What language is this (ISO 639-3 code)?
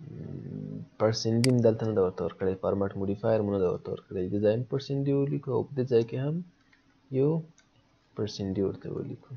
pus